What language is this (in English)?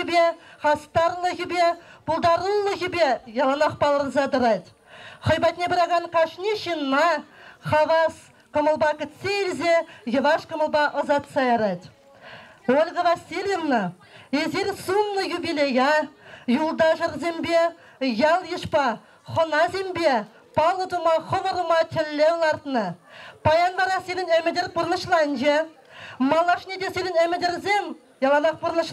Chuvash